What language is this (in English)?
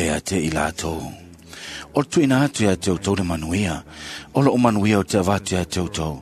Samoan